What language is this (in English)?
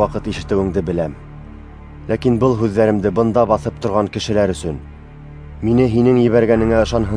Bashkir